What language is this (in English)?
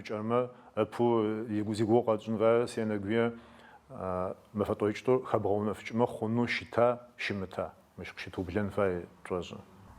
Adyghe